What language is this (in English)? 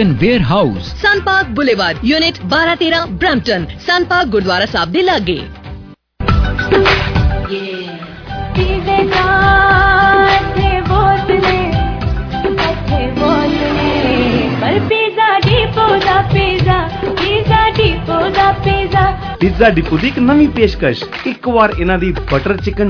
Punjabi